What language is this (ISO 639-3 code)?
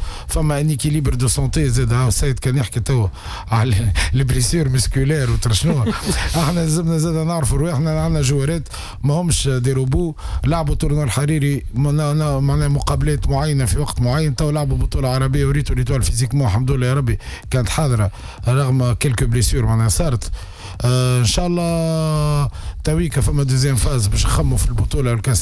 aeb